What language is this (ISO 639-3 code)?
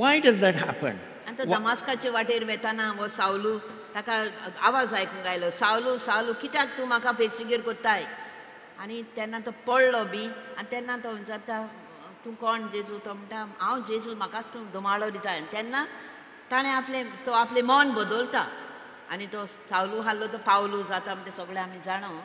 kok